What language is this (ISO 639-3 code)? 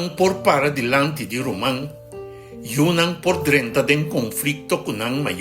pap